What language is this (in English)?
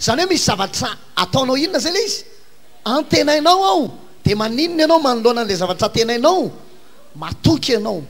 Malagasy